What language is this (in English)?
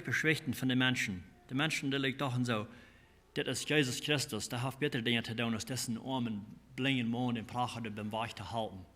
Plautdietsch